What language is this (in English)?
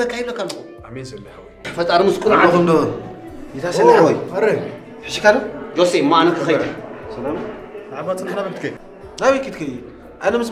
Tigrinya